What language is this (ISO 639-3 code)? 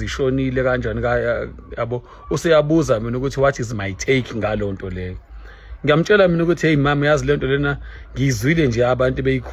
zul